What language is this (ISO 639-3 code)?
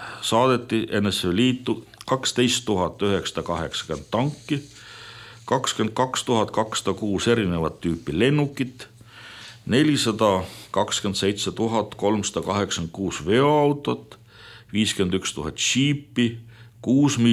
est